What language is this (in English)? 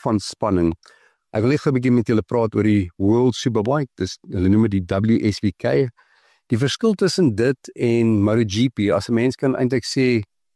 Afrikaans